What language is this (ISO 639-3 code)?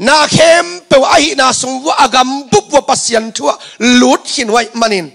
ctd